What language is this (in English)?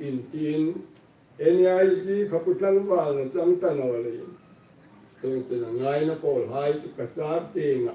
Hmar